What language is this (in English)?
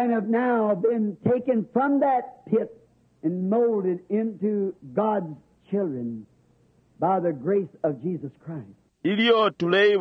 Bemba